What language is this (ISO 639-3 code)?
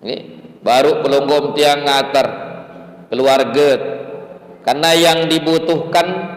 sas